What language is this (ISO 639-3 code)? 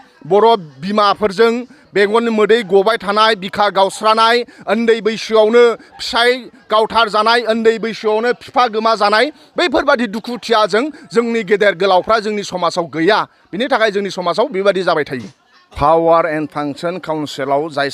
brx